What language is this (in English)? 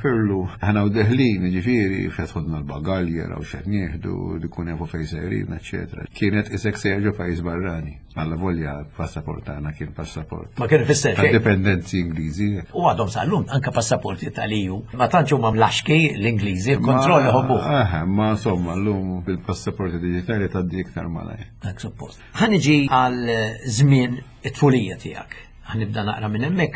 Maltese